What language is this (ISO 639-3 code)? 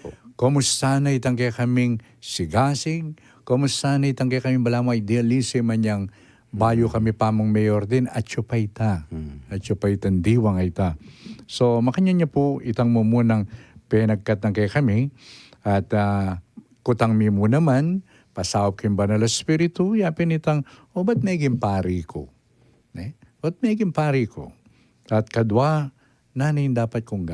pam